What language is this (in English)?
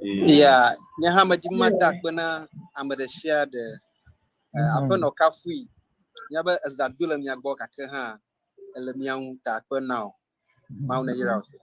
Ewe